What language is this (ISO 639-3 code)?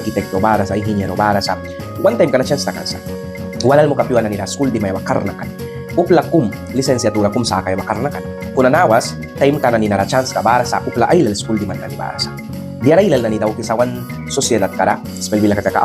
miq